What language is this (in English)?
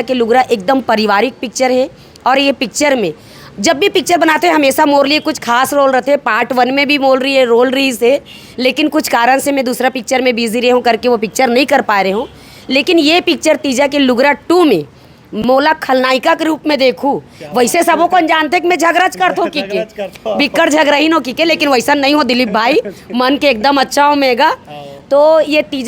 Chhattisgarhi